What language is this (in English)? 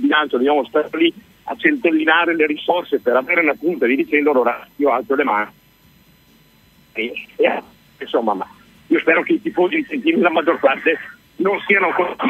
Italian